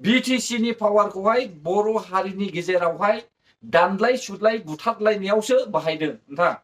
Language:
Bodo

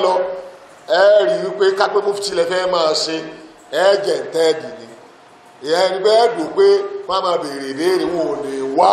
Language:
Yoruba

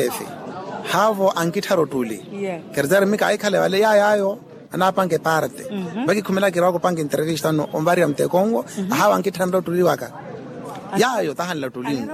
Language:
Makhuwa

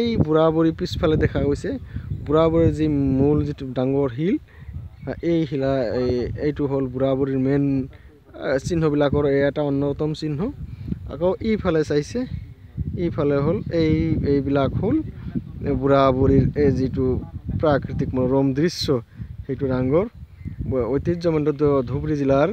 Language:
Assamese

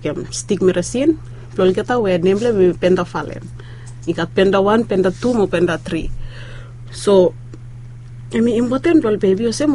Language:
Bislama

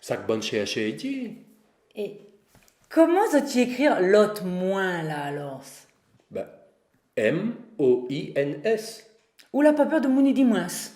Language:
Réunion Creole French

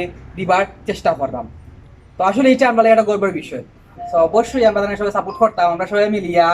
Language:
Sylheti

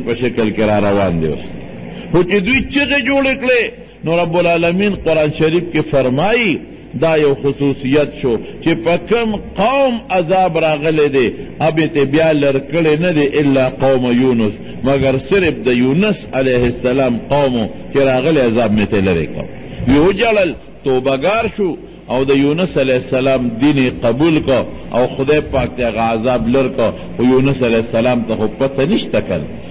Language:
Pashto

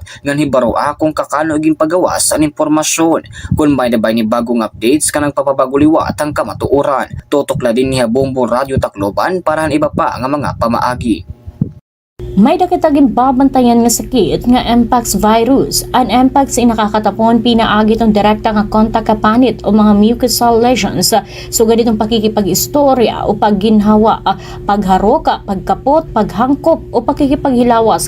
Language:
Waray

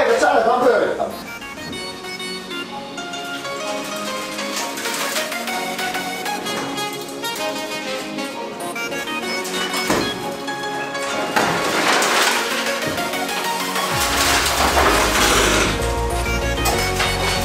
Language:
Finnish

